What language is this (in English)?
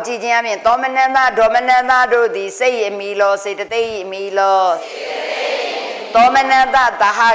Burmese